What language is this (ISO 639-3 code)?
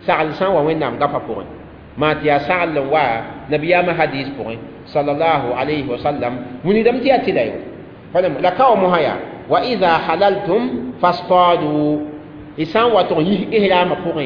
mos